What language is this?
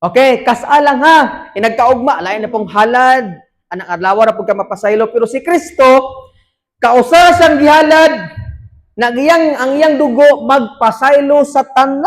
Cebuano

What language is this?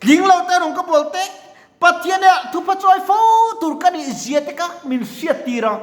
Mizo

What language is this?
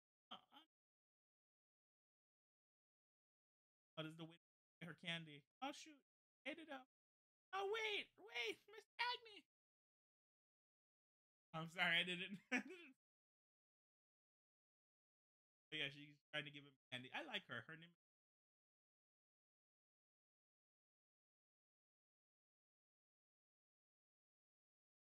English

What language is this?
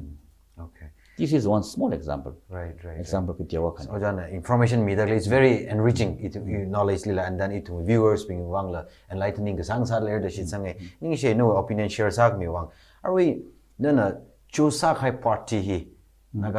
Tangkhul Naga (India)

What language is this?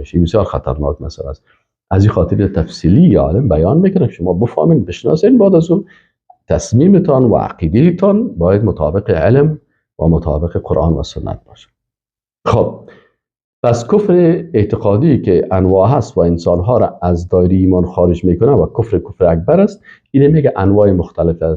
Persian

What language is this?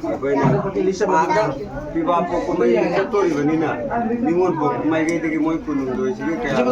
Manipuri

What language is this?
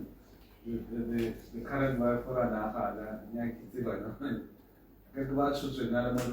Tswana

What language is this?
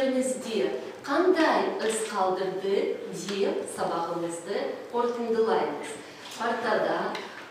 Kazakh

